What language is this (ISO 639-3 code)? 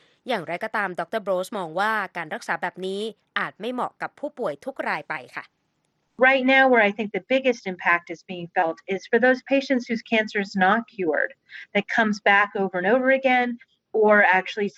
tha